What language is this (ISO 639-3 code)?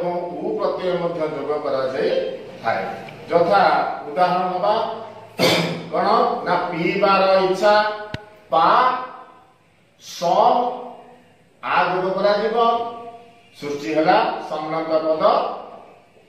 ori